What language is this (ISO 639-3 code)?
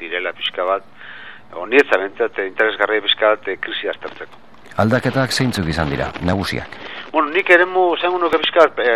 eus